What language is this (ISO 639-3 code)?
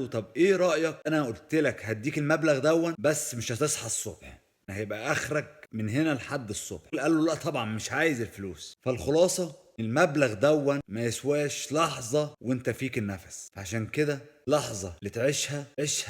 arz